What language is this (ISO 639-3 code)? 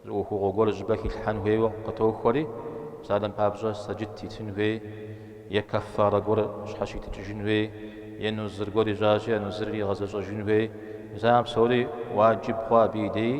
kbd